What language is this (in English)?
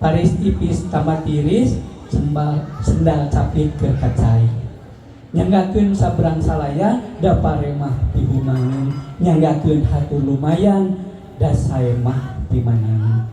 Sundanese